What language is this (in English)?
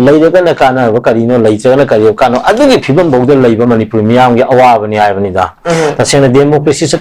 Manipuri